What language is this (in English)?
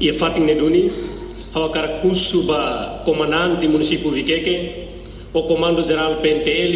Tetum